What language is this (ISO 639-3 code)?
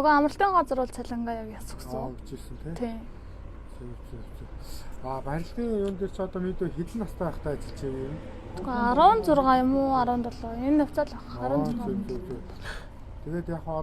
mon